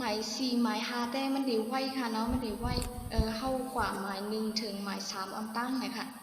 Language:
Shan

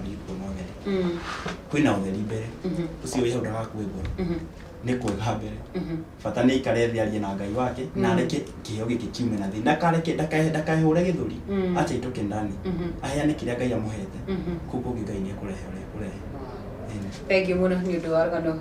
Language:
Kikuyu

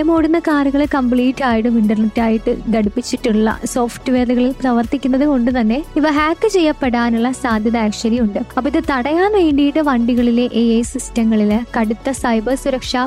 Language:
Malayalam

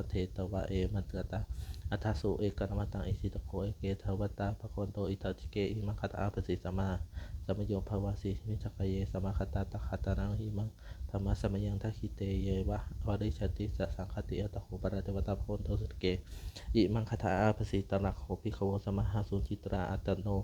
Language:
Pali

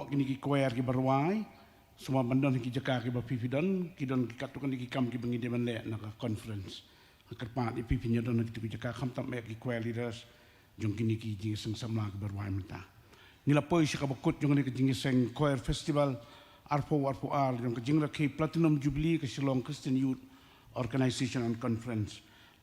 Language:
Khasi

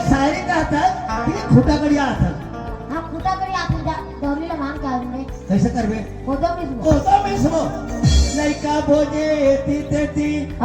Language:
Chhattisgarhi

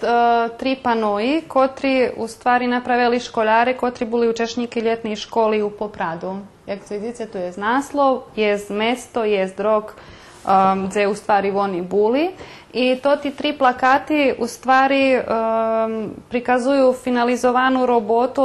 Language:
Rusyn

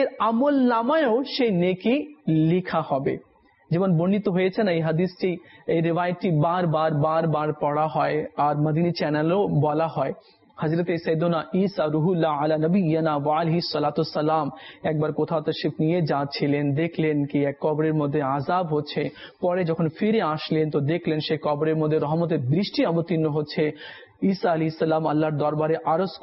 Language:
Bangla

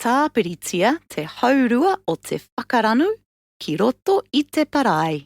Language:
Māori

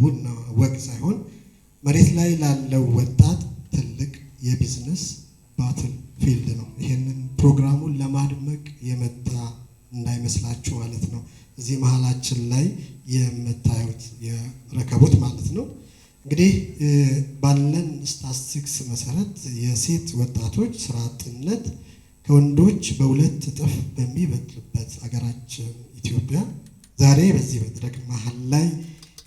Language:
Amharic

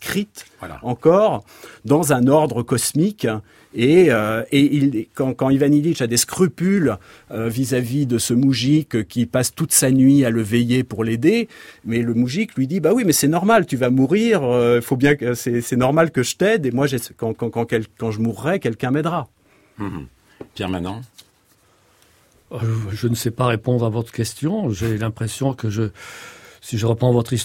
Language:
French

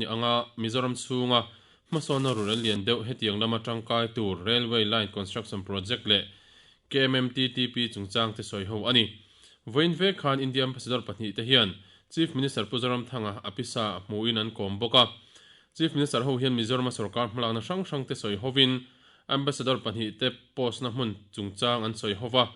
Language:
Mizo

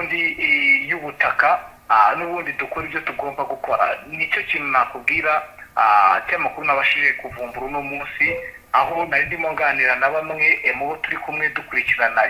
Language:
Kinyarwanda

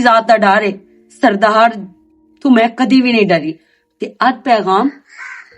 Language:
Western Panjabi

